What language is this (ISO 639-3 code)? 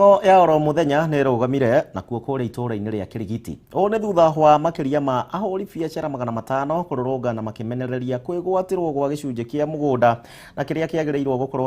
kik